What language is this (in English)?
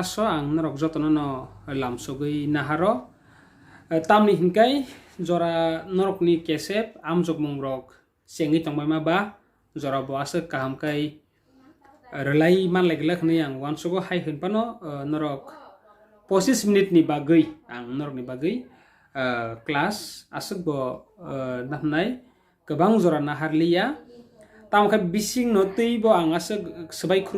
Kok Borok